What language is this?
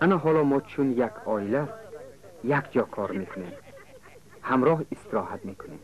Tajik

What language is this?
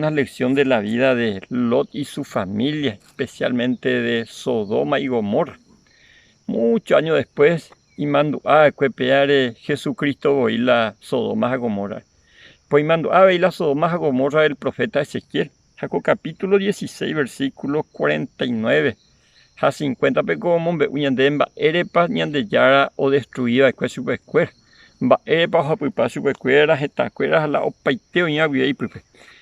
Guarani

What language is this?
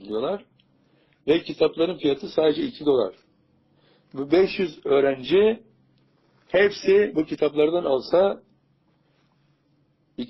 Turkish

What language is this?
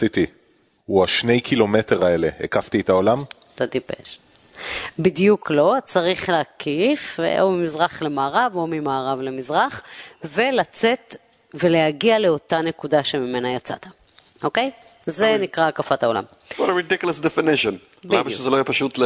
Hebrew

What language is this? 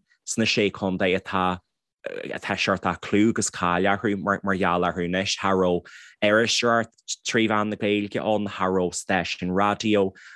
Irish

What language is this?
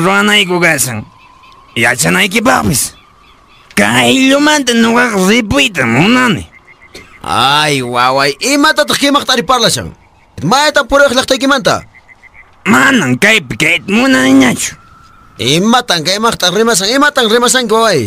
Quechua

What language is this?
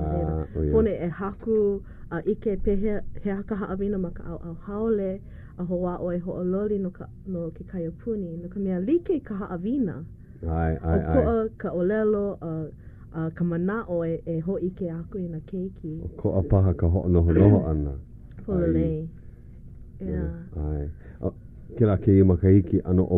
Hawaiian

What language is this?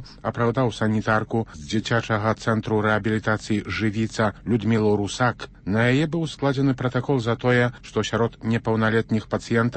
Belarusian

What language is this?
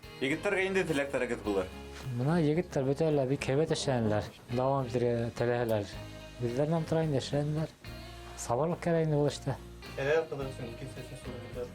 Bashkir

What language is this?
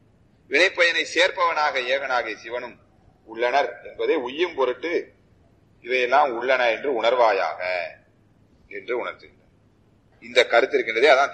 Tamil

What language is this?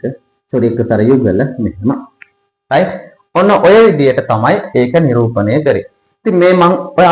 Sinhala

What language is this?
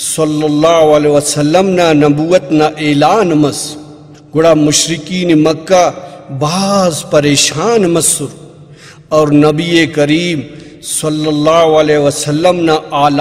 Brahui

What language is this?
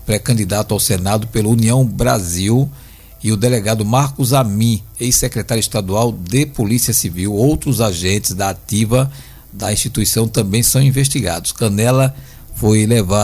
Portuguese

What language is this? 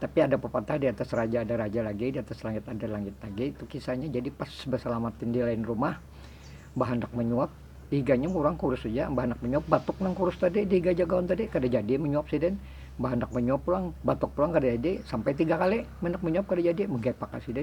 Banjar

